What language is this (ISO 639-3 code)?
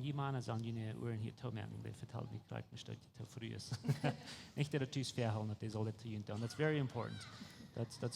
pdt